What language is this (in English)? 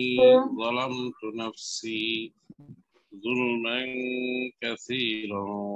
Bangla